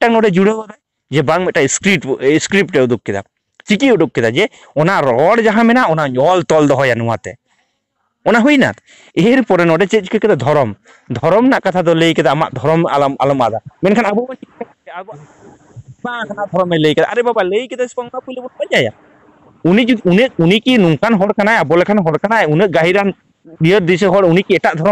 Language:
Santali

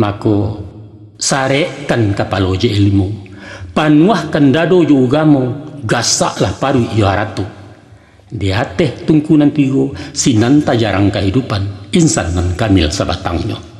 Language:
Minangkabau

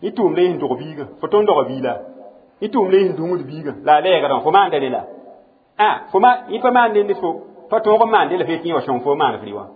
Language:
Mossi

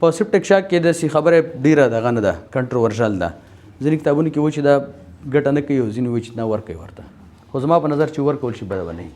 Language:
Pashto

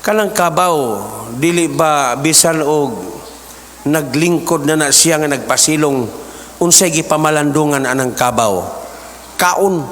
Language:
Cebuano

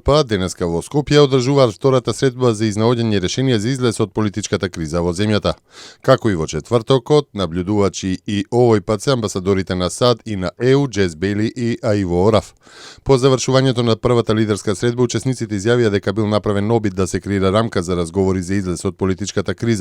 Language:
Macedonian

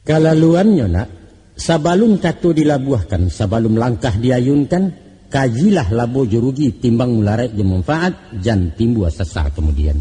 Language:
Minangkabau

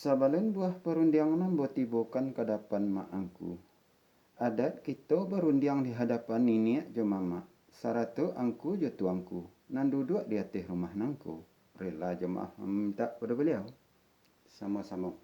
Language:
Minangkabau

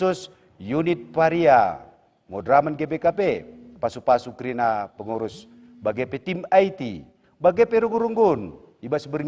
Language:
Batak Karo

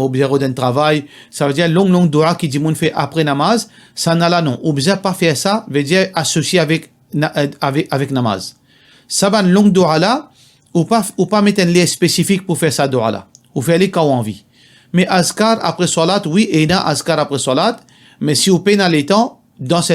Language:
Morisyen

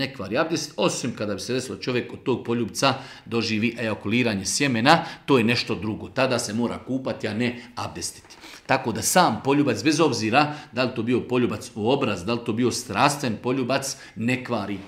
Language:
Bosnian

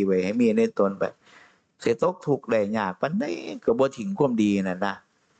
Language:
Northeastern Thai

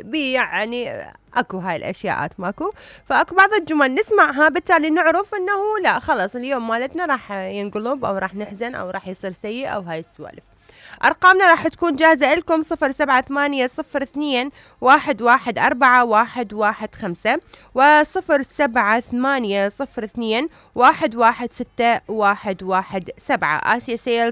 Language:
Mesopotamian Arabic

